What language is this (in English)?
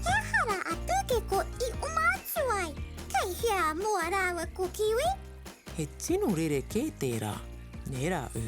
Māori